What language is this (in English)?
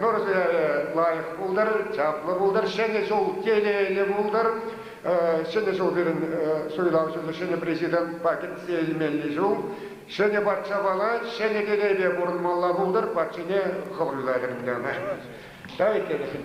Chuvash